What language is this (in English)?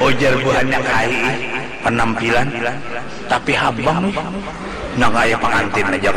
Banjar